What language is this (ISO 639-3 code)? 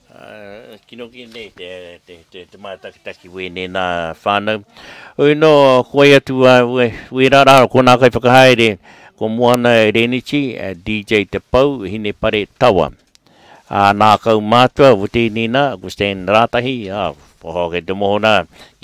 mri